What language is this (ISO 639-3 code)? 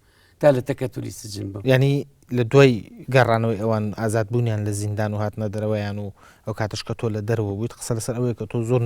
ckb